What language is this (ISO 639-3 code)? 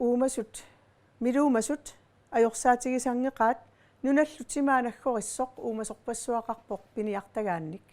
kal